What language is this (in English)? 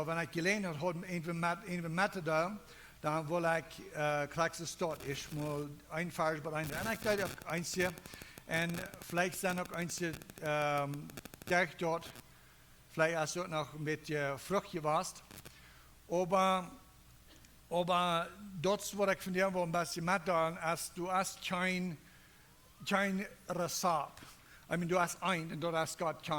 Plautdietsch